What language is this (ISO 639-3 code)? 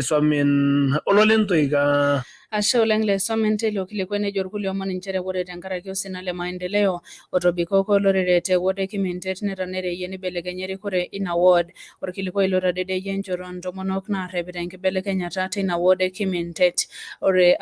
mas